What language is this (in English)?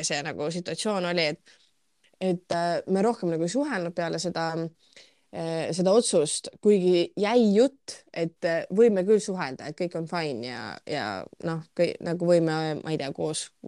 Estonian